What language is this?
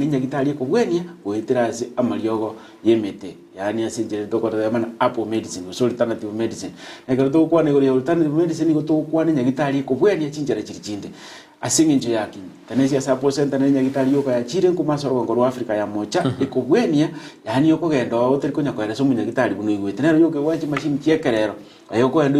Gusii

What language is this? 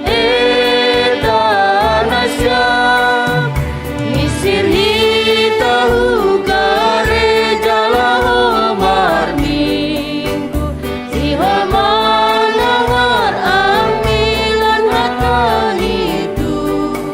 Batak Simalungun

